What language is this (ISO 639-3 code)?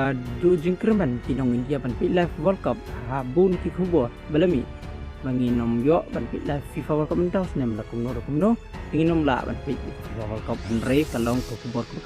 kha